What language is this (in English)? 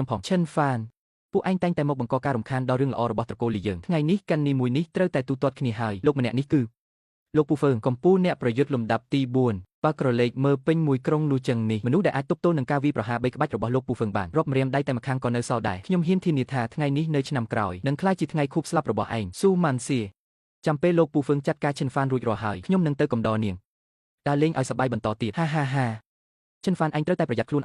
Khmer